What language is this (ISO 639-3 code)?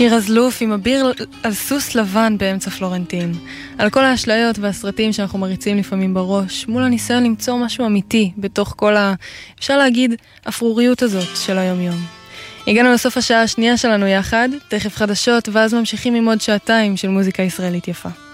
heb